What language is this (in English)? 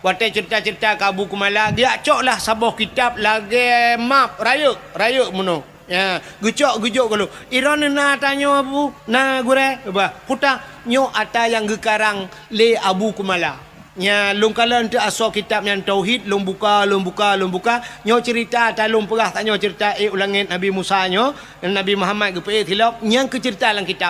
Achinese